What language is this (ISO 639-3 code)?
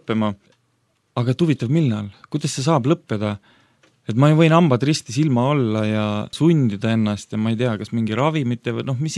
est